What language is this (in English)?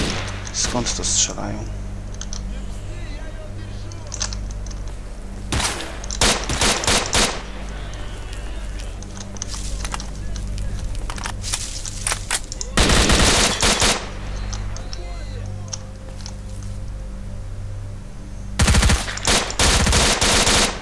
Polish